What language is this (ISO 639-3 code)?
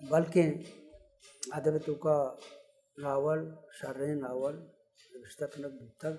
bal